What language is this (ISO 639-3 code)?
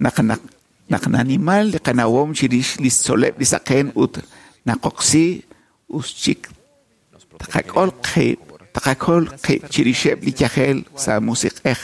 kek